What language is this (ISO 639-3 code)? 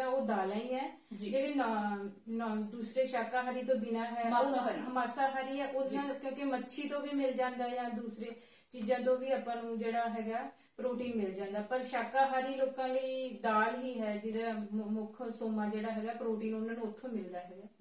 pan